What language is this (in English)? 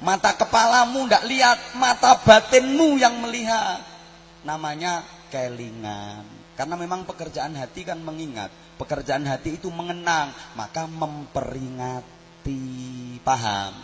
Javanese